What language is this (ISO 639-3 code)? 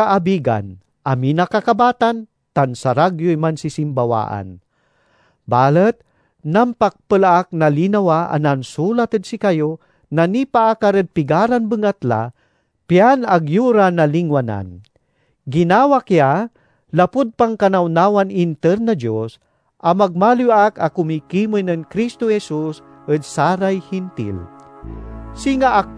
pag